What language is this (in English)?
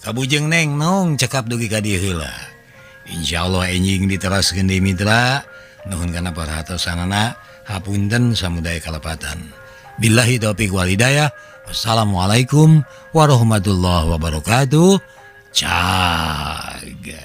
Sundanese